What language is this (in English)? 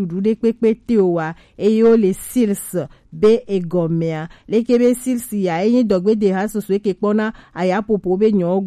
Gen